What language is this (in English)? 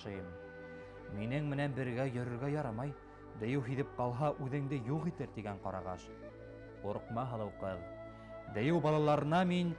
Bashkir